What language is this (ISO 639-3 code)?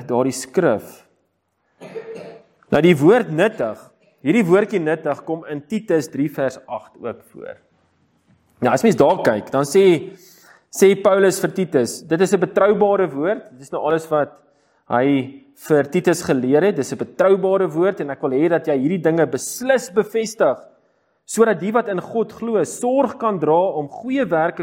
afr